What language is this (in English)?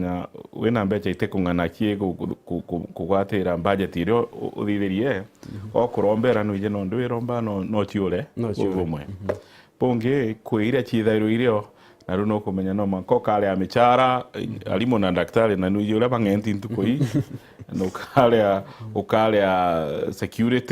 Meru